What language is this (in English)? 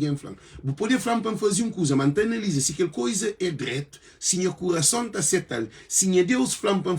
Kabuverdianu